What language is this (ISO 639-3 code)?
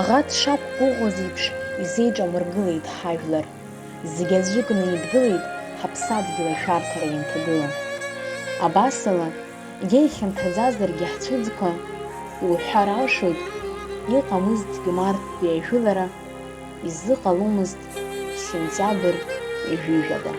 abk